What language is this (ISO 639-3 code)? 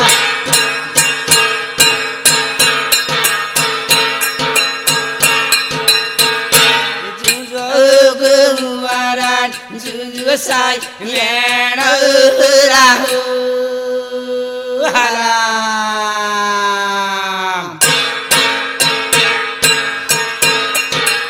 lmn